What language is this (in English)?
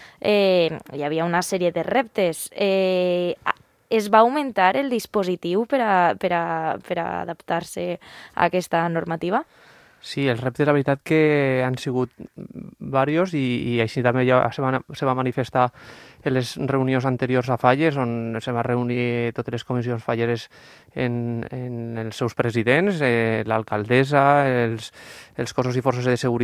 Catalan